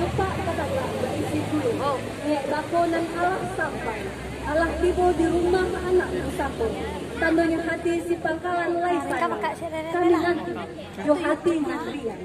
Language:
Minangkabau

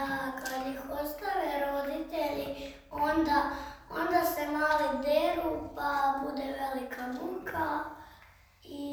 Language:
Serbian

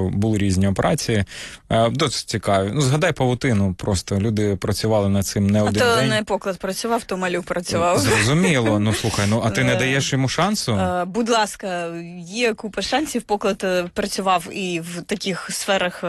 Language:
Ukrainian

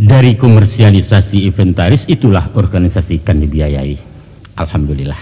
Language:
Minangkabau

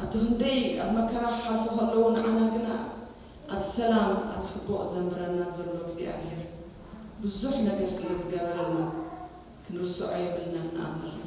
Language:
Tigrinya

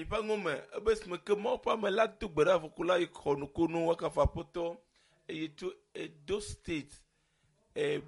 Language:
Ewe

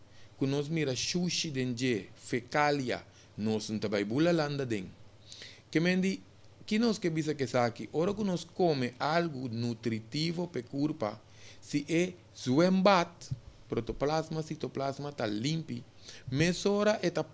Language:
Papiamento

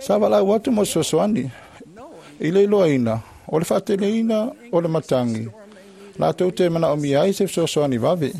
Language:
Samoan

